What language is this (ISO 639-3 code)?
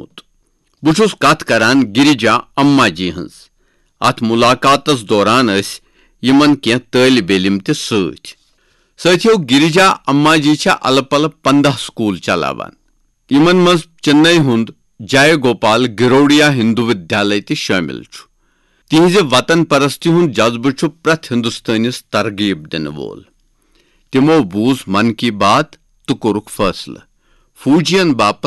kas